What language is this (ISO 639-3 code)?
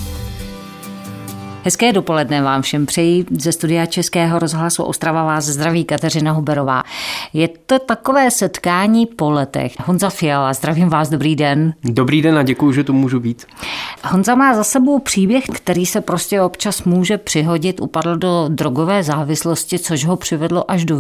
ces